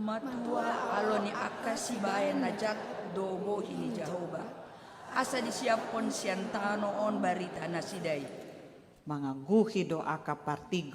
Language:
Batak Toba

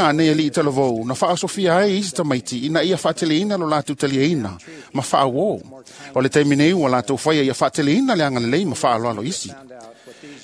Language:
Samoan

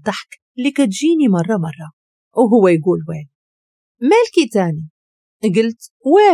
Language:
Moroccan Arabic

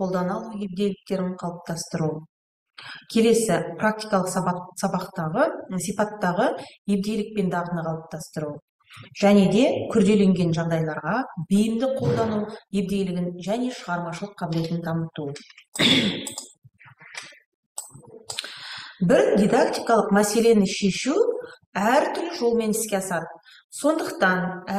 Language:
Kazakh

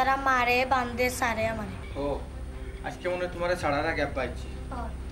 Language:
Sylheti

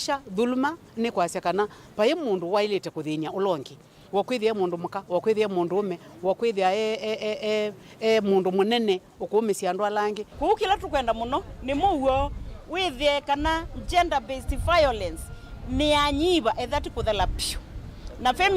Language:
Kamba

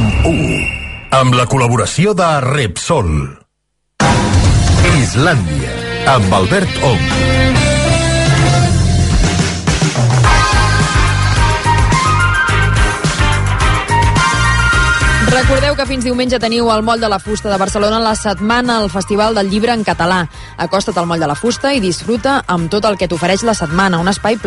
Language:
Catalan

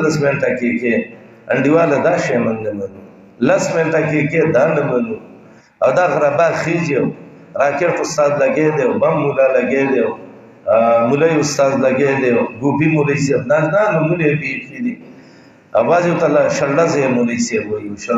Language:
Pashto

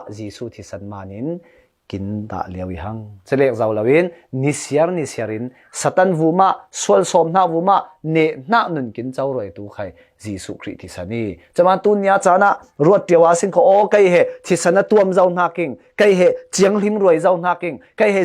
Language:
Falam Chin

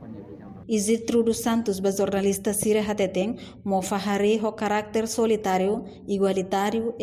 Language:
Tetum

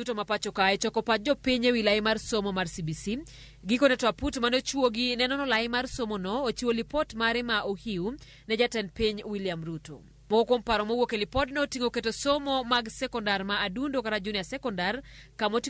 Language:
Luo (Kenya and Tanzania)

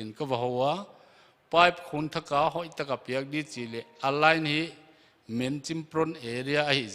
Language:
Paite Chin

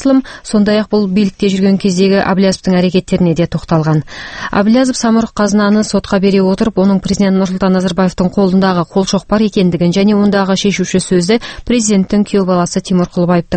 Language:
Kazakh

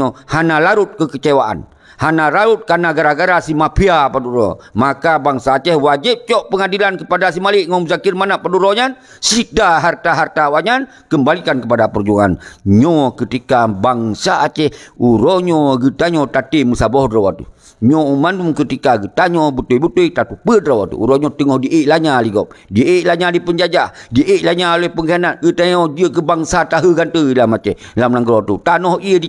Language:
Achinese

